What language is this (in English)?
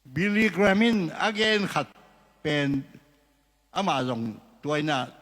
Tedim Chin